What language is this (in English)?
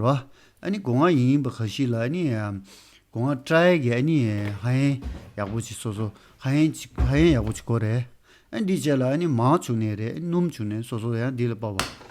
Tibetan